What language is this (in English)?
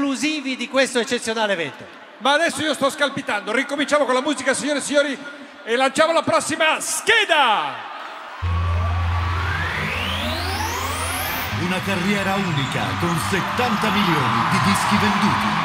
Italian